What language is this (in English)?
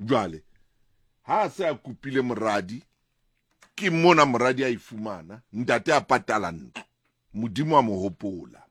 Southern Sotho